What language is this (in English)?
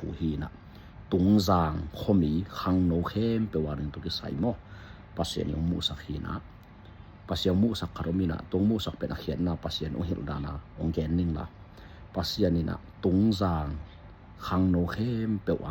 Tedim Chin